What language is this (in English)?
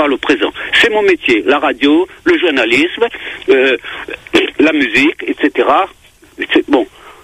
French